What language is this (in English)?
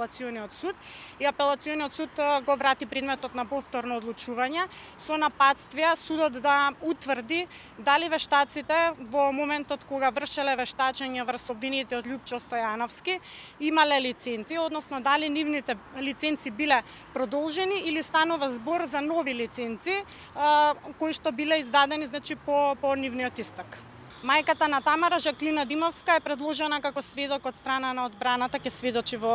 Macedonian